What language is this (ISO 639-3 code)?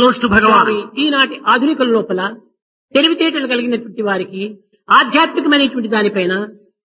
tel